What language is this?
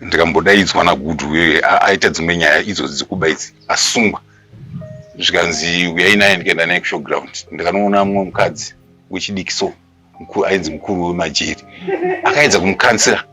Shona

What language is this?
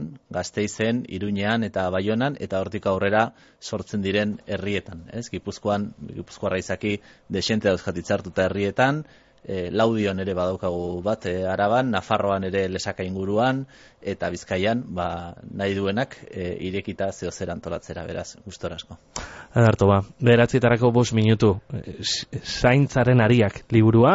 Basque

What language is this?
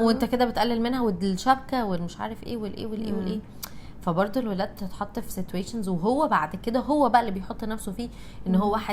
Egyptian Arabic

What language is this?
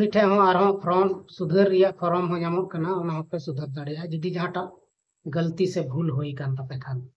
Santali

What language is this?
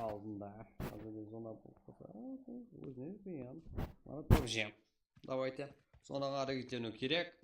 Kara-Kalpak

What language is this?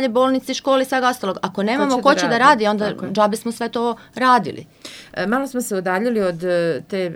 Serbian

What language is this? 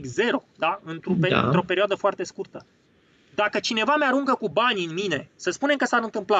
Romanian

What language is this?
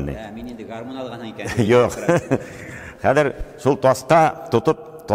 Bashkir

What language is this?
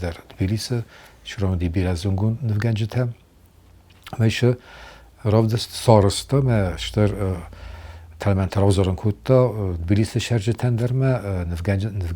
Ossetic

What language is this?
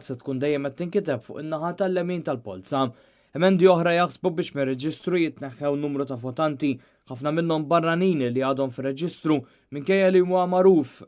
Maltese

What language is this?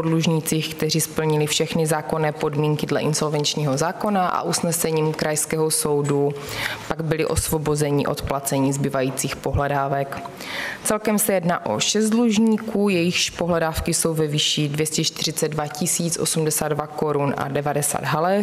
Czech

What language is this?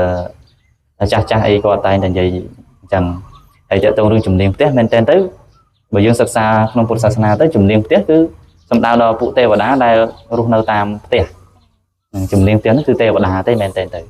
Khmer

